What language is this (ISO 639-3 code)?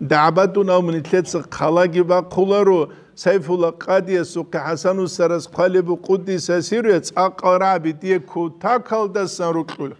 ava